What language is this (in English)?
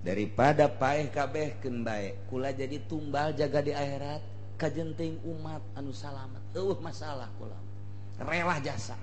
Sundanese